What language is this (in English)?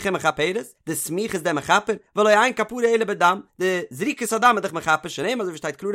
Yiddish